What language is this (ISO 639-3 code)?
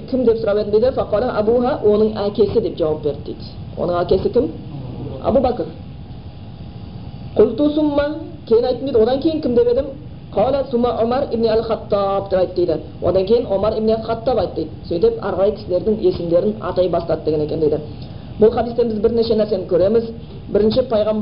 kaz